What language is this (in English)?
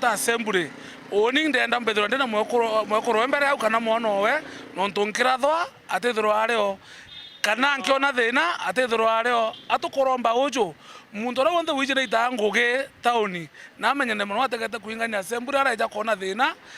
Meru